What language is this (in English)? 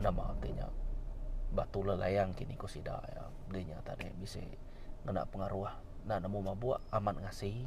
Iban